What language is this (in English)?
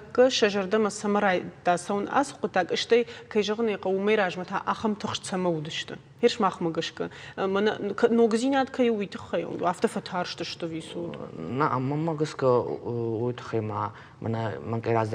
Ossetic